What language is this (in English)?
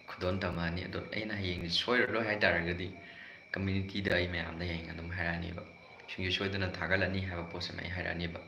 Manipuri